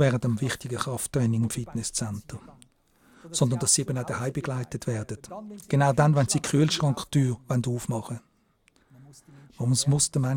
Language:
Swiss German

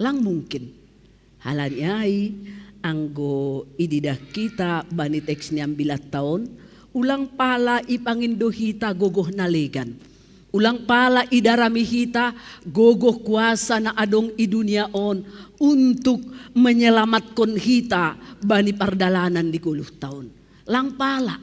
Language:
Batak Simalungun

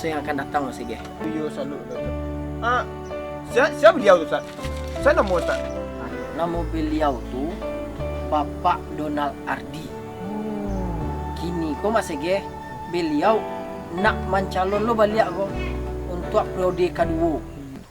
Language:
Minangkabau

